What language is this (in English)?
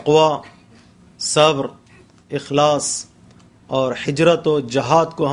Urdu